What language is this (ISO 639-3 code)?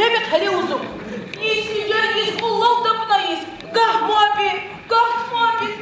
tab